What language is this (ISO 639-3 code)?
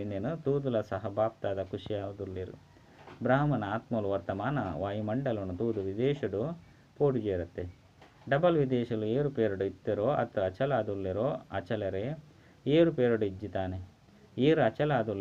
tcy